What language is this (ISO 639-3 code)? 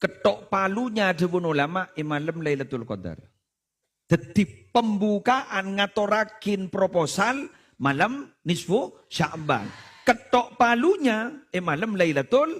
mad